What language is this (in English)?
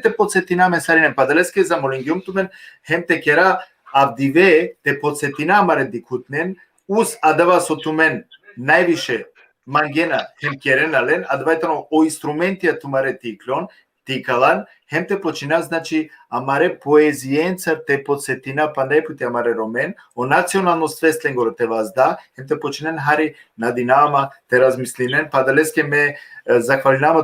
Balkan Romani